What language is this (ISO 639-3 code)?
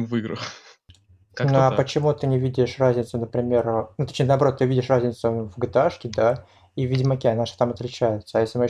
rus